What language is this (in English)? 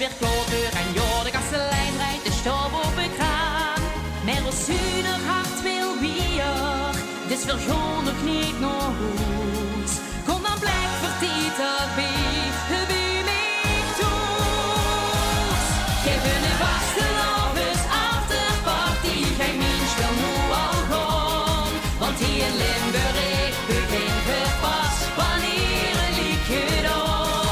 Limburgish